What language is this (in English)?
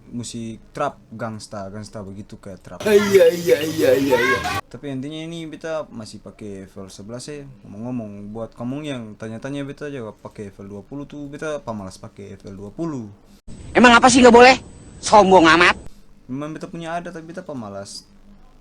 Ambonese Malay